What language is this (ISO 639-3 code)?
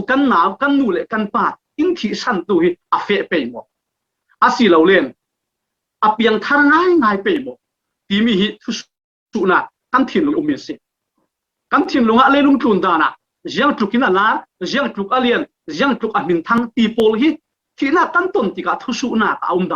cfm